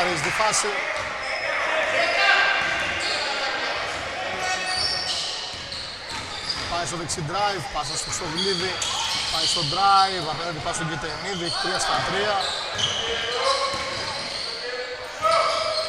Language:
Greek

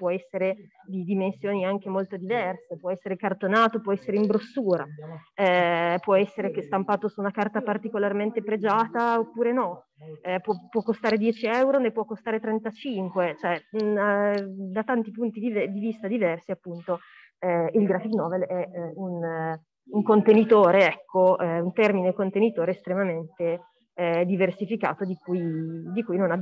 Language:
Italian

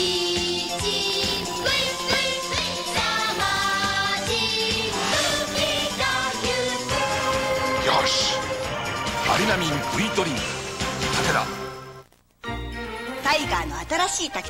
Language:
Japanese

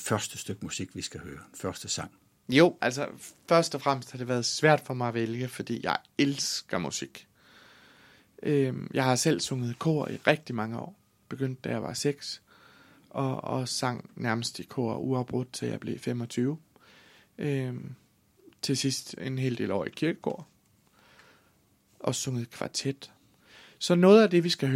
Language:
Danish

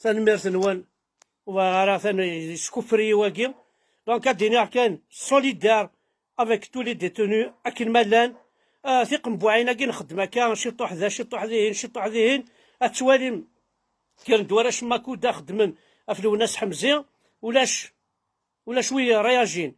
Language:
Kabyle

